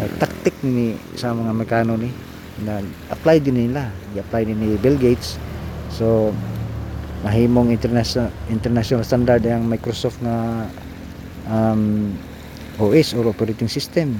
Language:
Cebuano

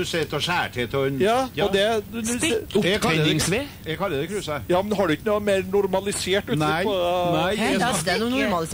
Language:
Norwegian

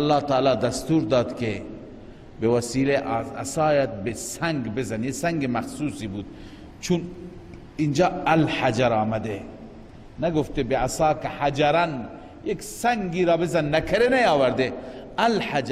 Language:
Persian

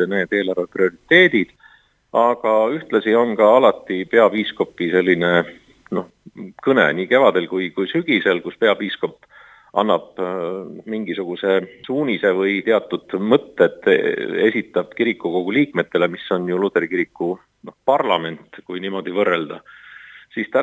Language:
Estonian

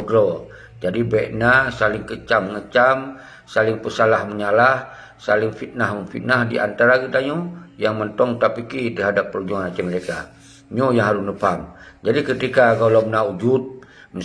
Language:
Achinese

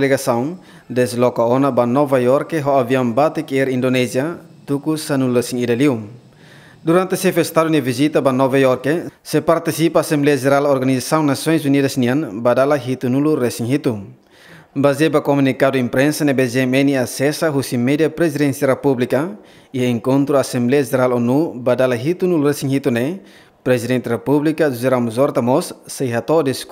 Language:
Tetum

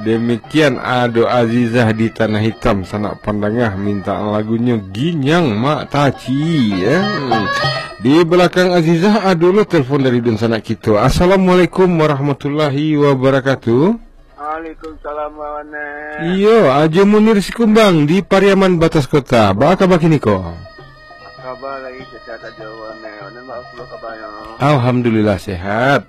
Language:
Minangkabau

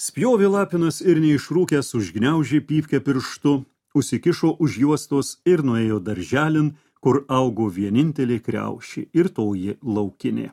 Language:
Lithuanian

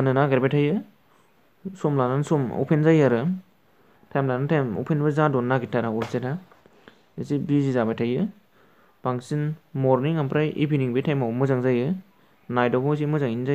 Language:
Bodo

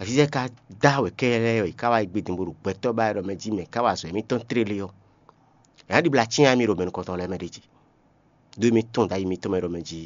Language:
Fon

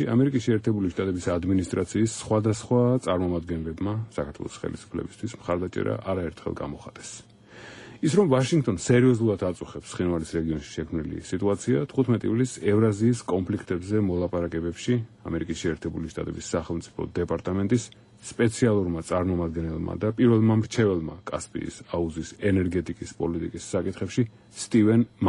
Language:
Georgian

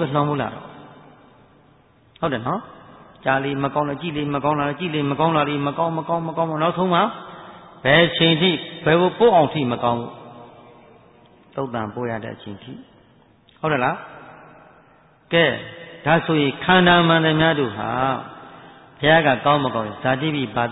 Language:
Burmese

